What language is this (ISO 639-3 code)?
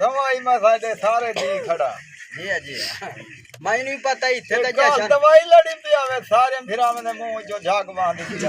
skr